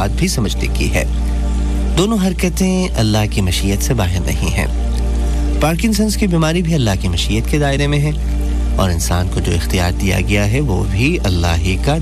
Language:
Urdu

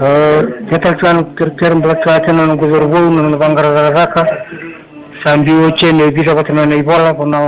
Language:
Fijian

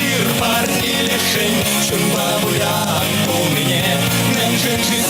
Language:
Chuvash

